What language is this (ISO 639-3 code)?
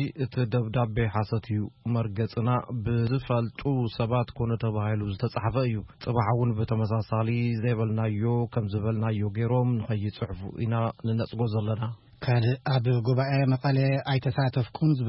tir